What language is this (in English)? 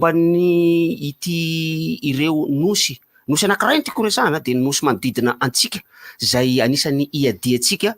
Malagasy